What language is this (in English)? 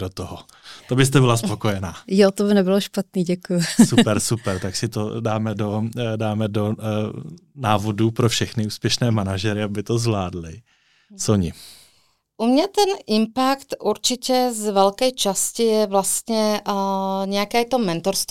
Czech